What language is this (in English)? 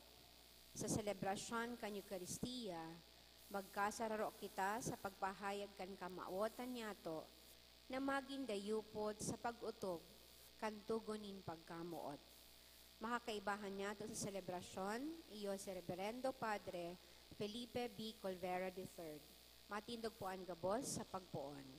Bikol